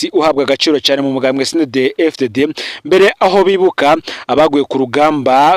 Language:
Rundi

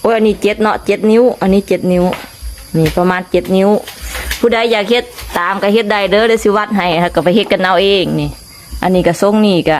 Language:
Lao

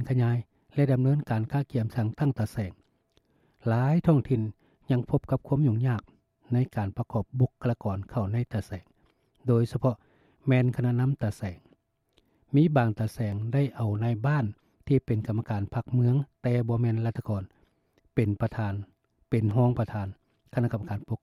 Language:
Lao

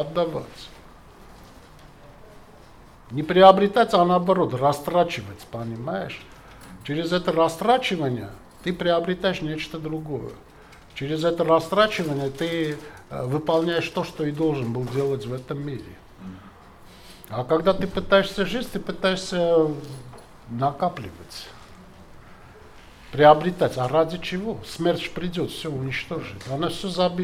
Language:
Russian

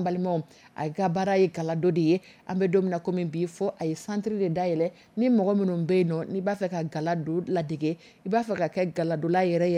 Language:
Dyula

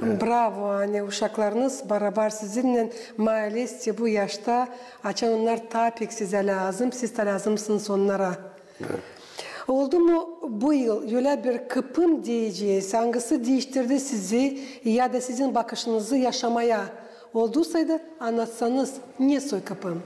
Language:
Gagauz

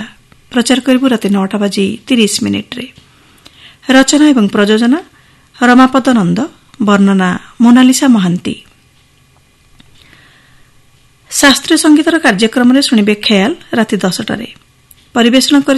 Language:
Odia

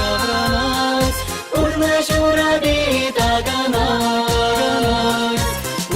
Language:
Chuvash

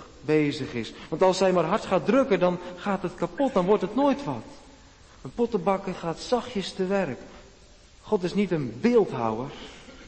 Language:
Dutch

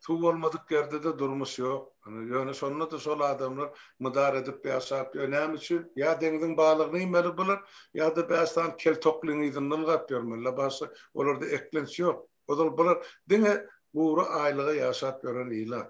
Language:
Turkmen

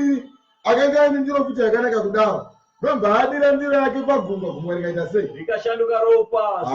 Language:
Shona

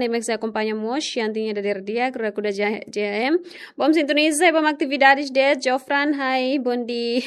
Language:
Tetum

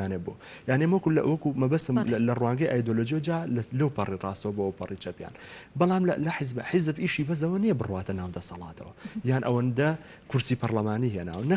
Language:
Central Kurdish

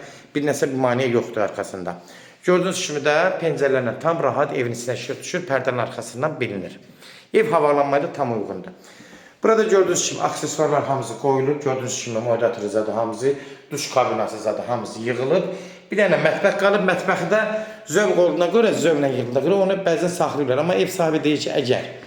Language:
Azerbaijani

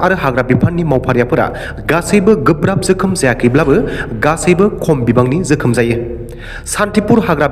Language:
Bodo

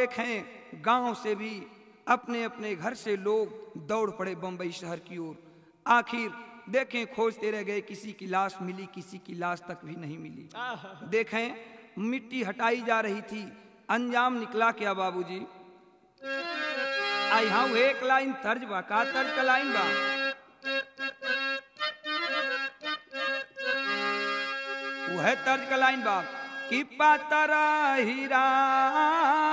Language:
Bhojpuri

